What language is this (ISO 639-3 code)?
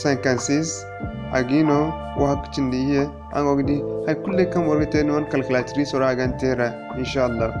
dje